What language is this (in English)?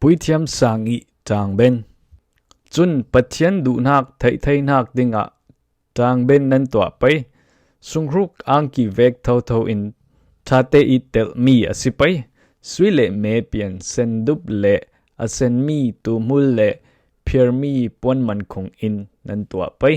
Falam Chin